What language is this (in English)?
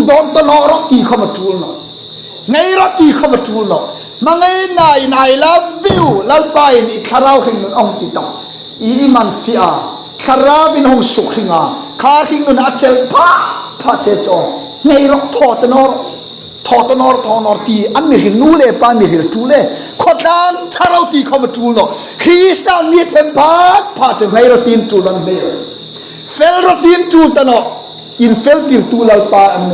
Hmar